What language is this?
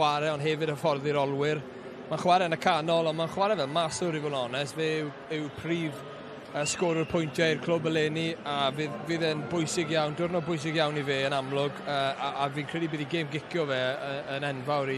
Welsh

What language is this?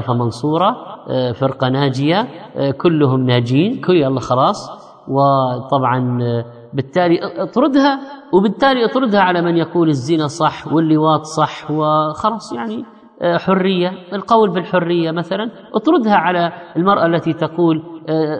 Arabic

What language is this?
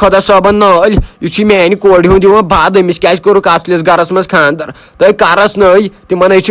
Kashmiri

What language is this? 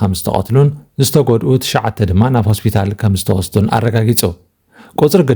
Tigrinya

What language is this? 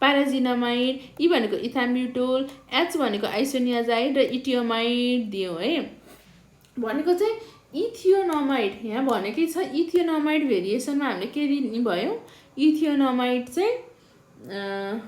Nepali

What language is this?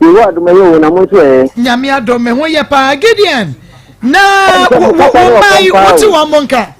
Akan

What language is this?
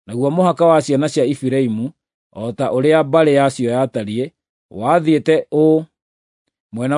Kikuyu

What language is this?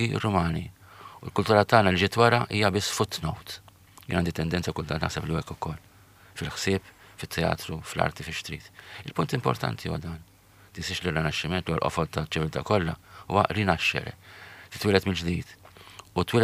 Maltese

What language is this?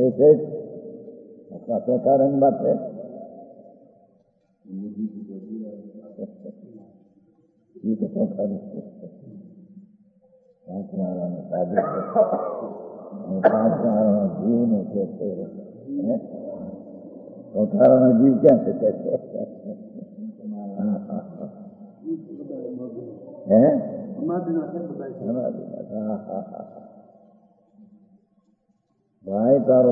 Gujarati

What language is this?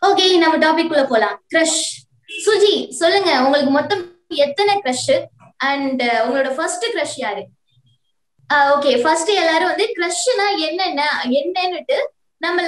Tamil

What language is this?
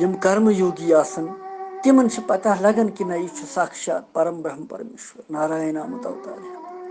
Kashmiri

